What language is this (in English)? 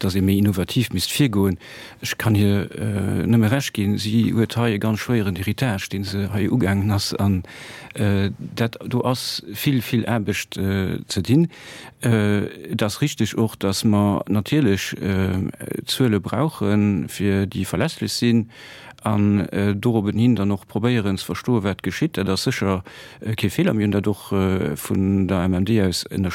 Luxembourgish